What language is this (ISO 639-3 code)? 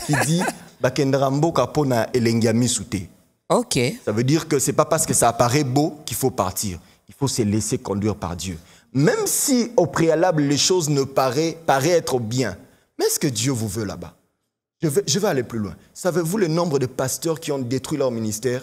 fra